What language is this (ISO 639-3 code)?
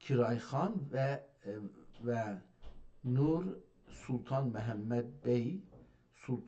azb